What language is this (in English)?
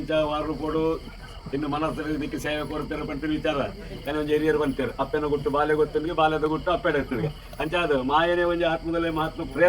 Tulu